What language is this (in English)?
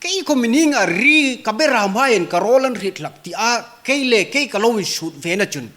Hmar